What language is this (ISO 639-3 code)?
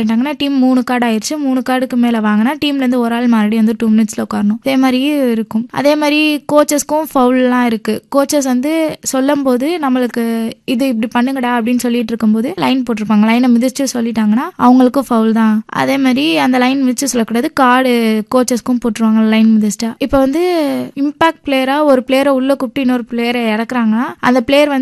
tam